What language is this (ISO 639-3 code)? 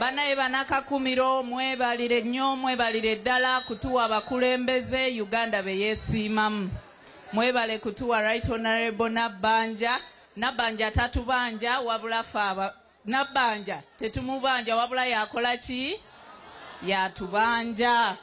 lug